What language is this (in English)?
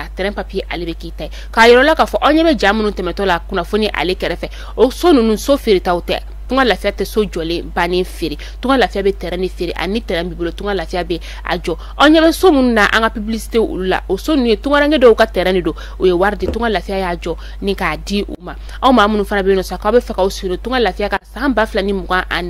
Bambara